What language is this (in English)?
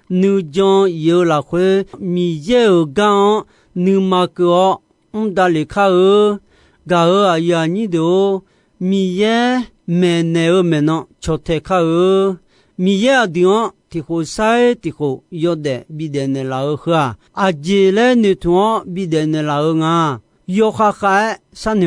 Akha